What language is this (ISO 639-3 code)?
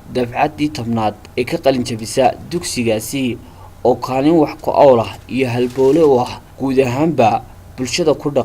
som